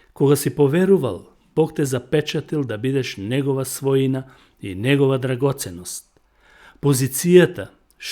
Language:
Macedonian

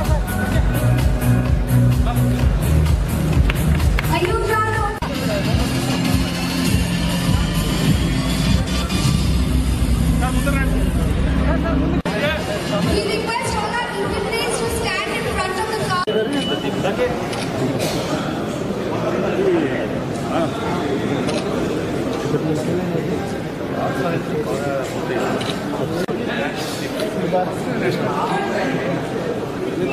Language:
Telugu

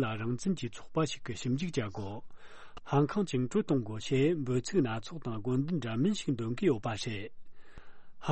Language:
Tibetan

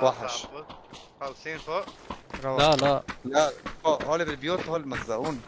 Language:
North Levantine Arabic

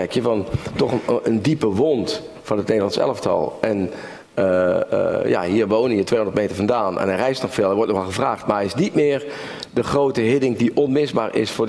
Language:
Dutch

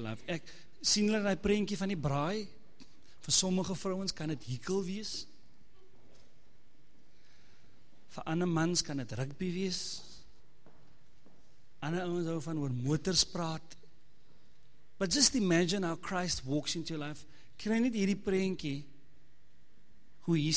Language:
Afrikaans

